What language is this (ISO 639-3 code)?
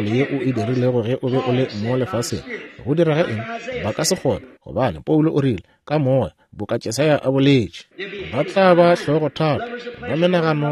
nso